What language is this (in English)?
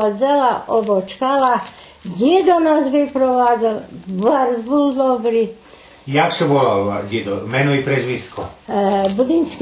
Rusyn